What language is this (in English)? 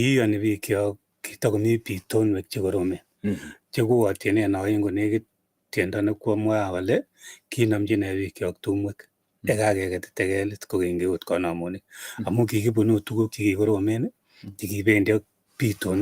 Kalenjin